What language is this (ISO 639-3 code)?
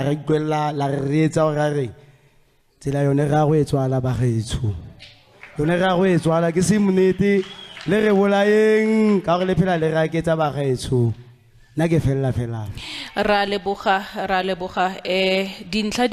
tsn